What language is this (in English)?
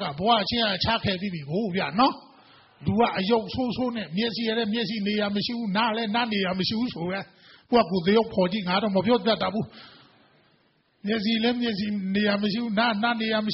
Burmese